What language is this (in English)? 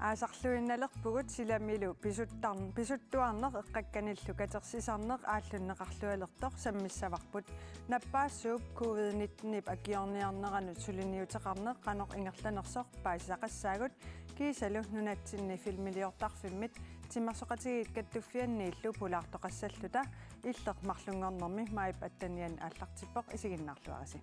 Kalaallisut